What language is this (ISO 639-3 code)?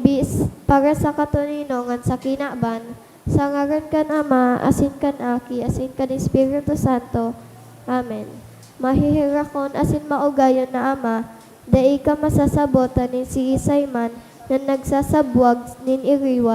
bik